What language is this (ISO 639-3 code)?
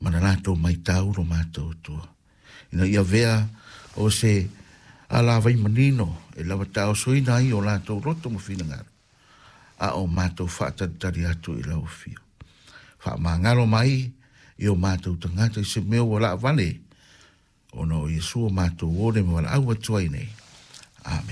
smo